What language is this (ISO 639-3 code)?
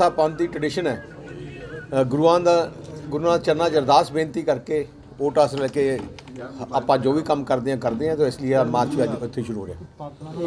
pan